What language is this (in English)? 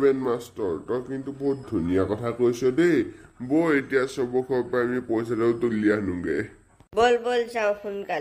Assamese